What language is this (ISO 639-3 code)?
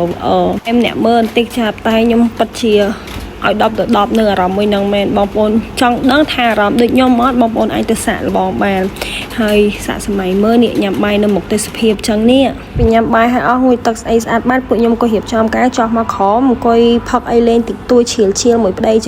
khm